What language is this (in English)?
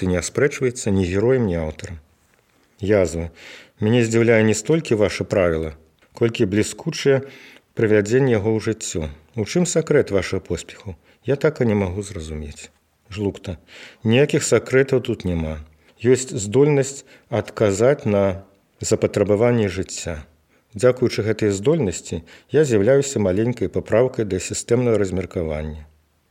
Belarusian